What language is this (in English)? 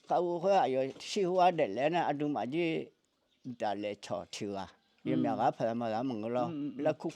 Akha